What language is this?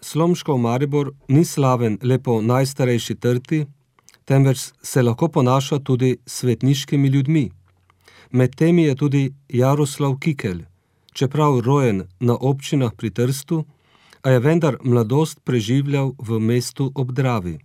Slovenian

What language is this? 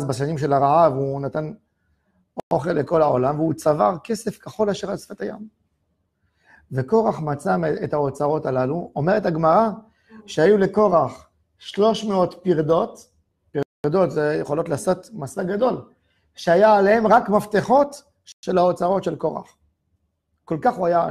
Hebrew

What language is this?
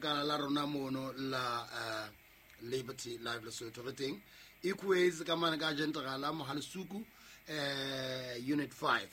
Southern Sotho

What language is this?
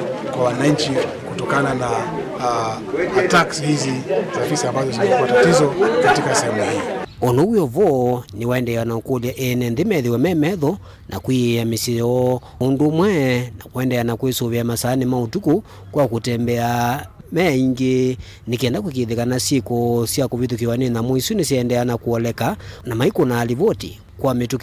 Kamba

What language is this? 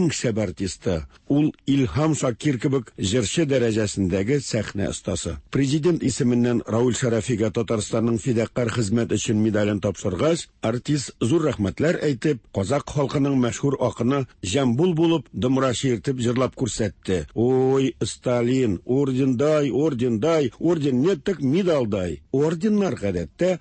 Tatar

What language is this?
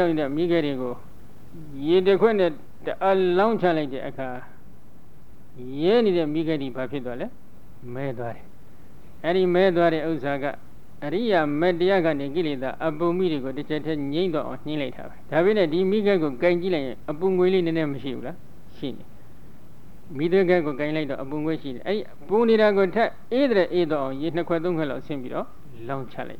Burmese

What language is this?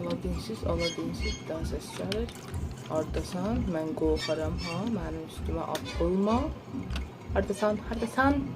South Azerbaijani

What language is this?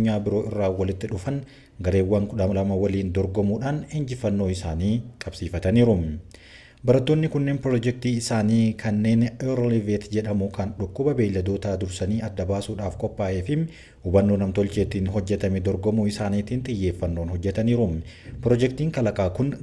Oromo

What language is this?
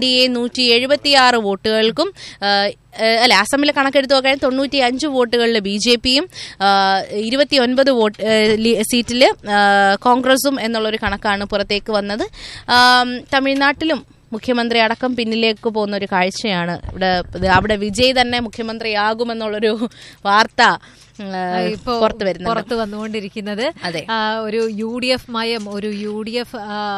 Malayalam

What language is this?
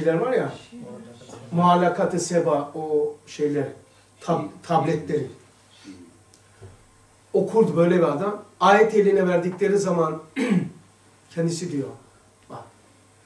Turkish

